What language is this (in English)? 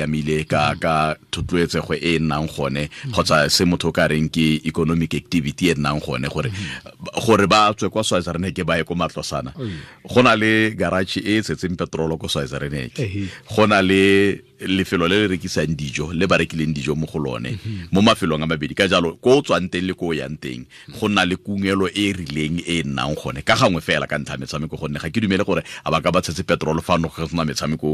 Tswana